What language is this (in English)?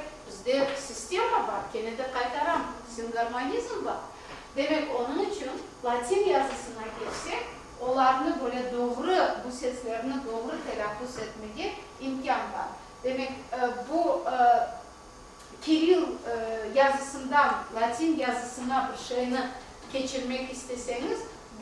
Crimean Tatar